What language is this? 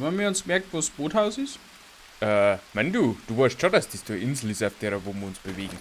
Bavarian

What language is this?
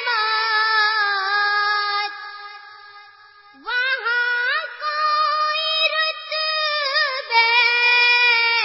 Urdu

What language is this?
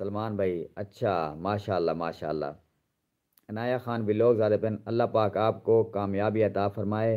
Saraiki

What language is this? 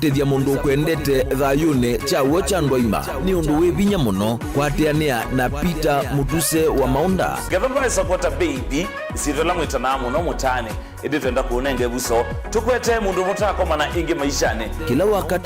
Kamba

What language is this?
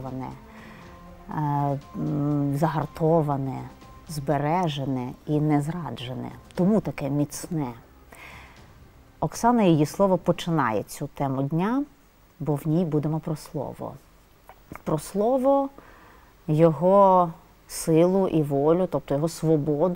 Ukrainian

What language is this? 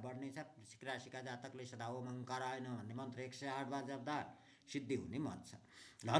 Nepali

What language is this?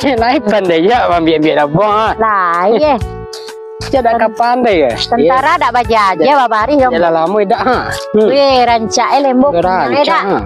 Minangkabau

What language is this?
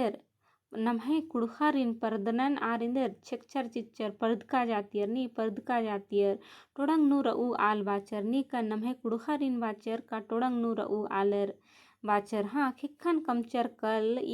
Kurukh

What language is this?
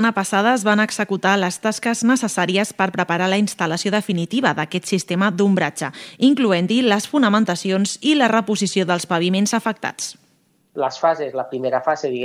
Catalan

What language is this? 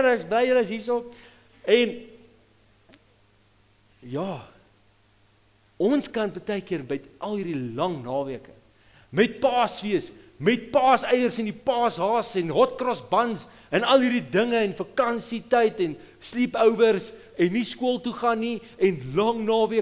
Afrikaans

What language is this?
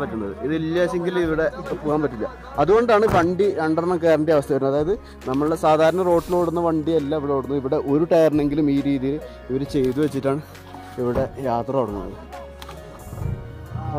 Malayalam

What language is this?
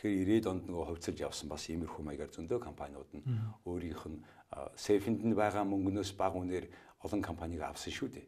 Mongolian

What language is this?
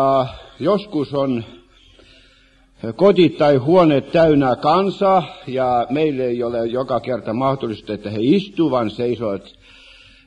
Finnish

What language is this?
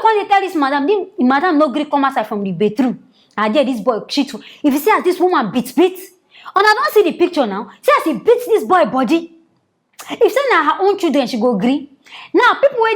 Nigerian Pidgin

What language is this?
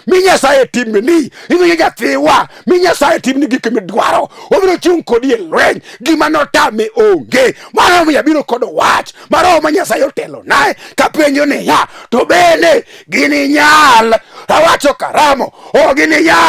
Luo (Kenya and Tanzania)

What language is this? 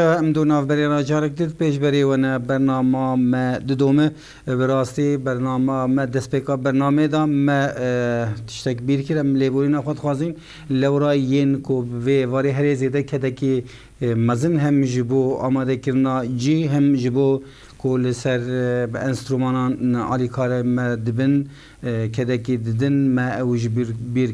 Kurdish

